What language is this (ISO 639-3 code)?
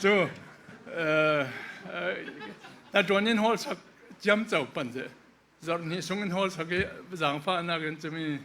cfm